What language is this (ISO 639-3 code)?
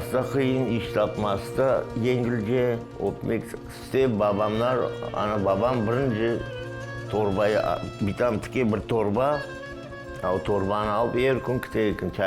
crh